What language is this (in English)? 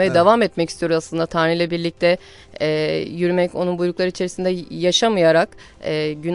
Turkish